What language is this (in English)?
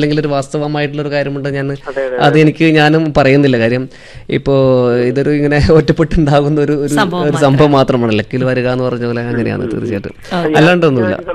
Malayalam